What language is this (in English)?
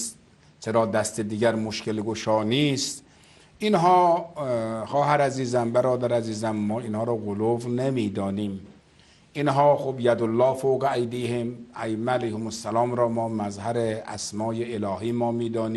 Persian